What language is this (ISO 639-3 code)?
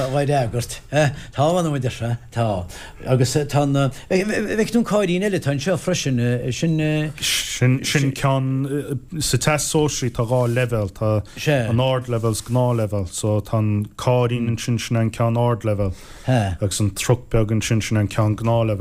gle